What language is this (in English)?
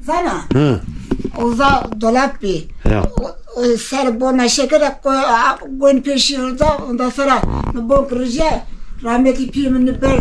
Zaza